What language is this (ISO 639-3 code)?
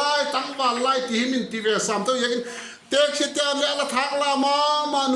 vap